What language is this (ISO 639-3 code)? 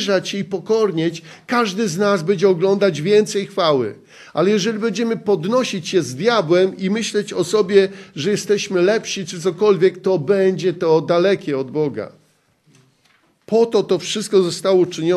pol